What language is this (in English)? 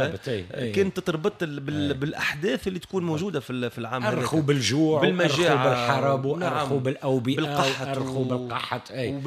Tunisian Arabic